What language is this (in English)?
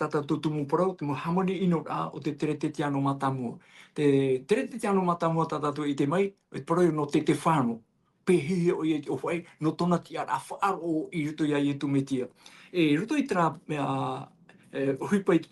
Tahitian